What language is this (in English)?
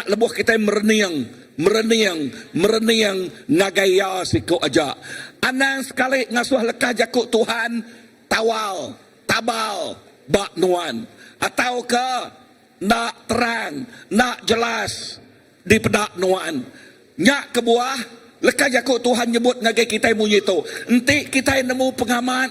Iban